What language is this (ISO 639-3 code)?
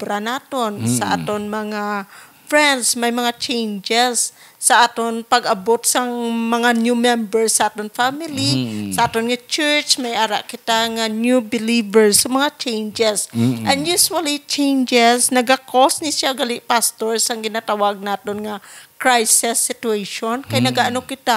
hil